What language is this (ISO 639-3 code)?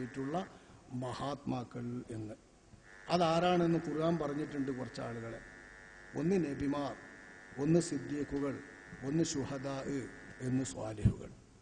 mal